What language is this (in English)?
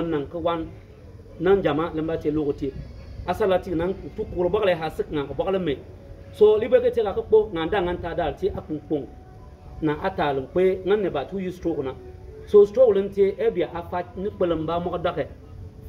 Bimoba